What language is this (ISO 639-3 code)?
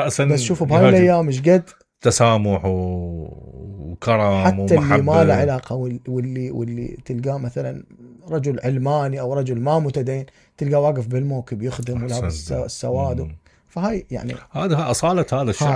acm